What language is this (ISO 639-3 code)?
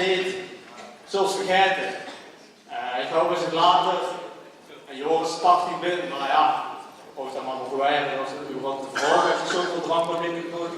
lim